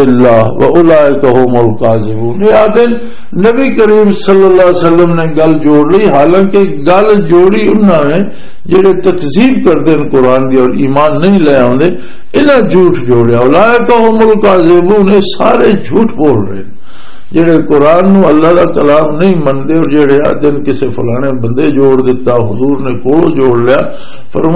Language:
Western Panjabi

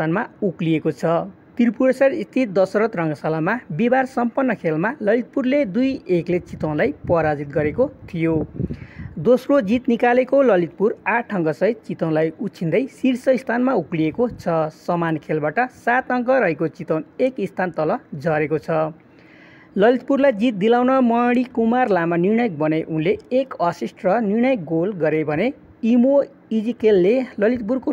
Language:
Nepali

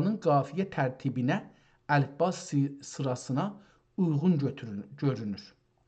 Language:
South Azerbaijani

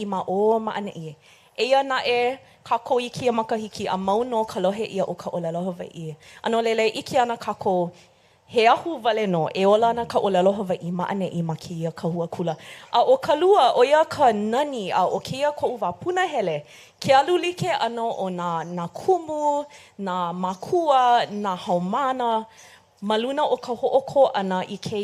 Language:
Hawaiian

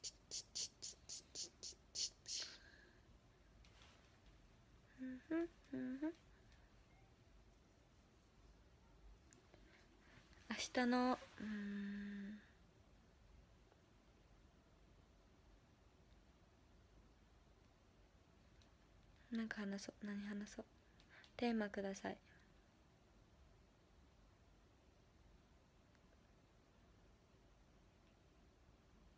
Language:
Japanese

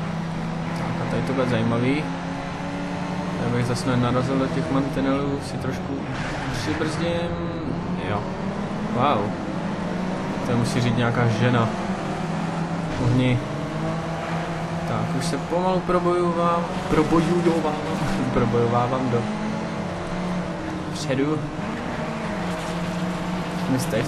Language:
Czech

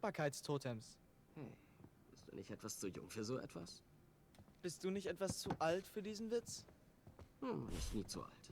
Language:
Swiss German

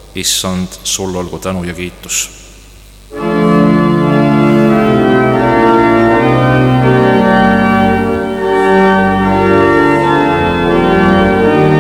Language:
Estonian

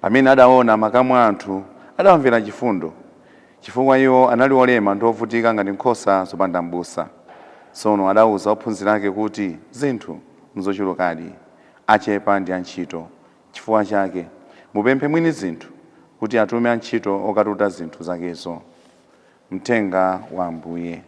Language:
Nyanja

